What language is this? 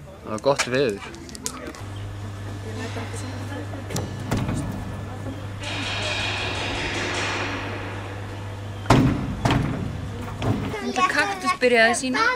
Icelandic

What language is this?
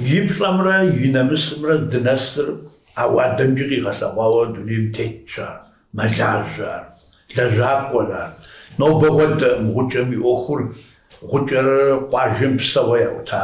Kabardian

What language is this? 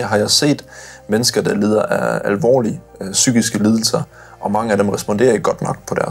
Danish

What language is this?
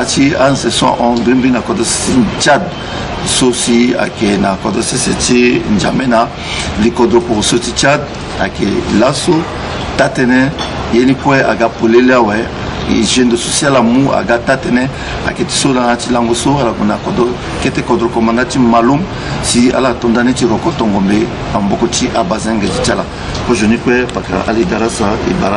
Sango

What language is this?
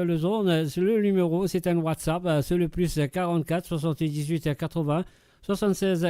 Morisyen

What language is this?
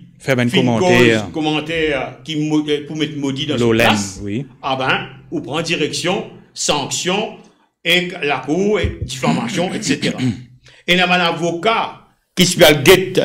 Morisyen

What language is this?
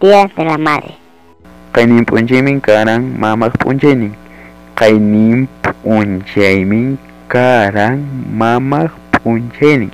Ayacucho Quechua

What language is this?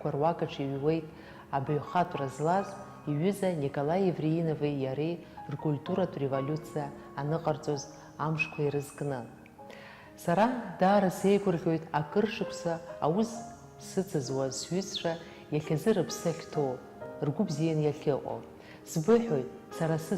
Abkhazian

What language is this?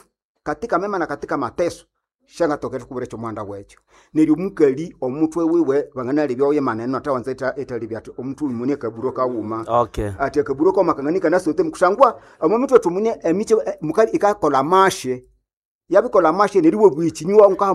Nande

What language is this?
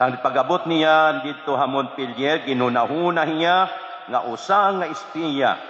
Waray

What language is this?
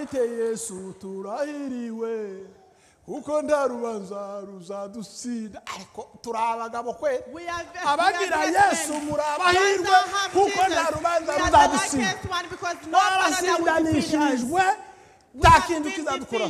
Kinyarwanda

